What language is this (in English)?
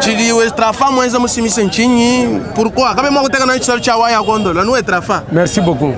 Luba-Lulua